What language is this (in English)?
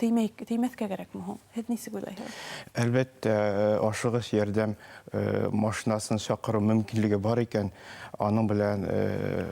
Bashkir